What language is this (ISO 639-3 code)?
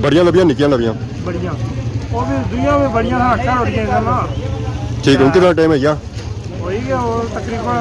phr